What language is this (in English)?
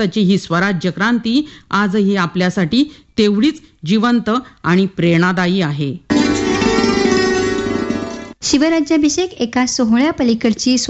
Marathi